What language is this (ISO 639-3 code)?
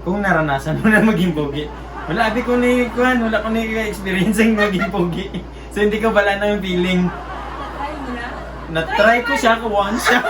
hil